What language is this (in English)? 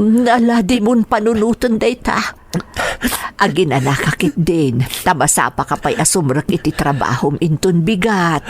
Iloko